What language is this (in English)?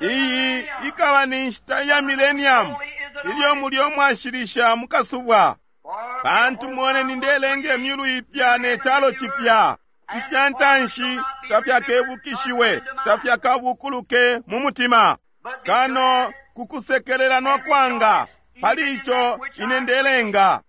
Bemba